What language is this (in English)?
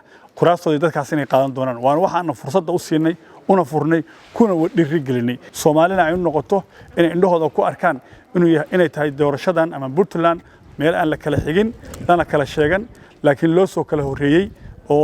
Somali